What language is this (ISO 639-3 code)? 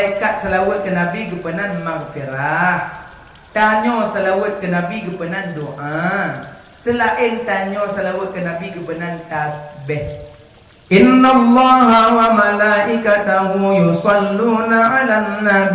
ace